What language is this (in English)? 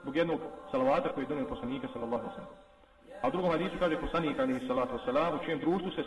Bosnian